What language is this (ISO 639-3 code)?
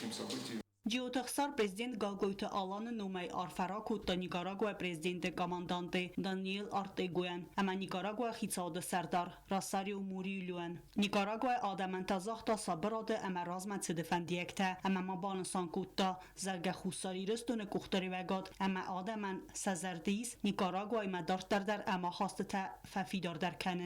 oss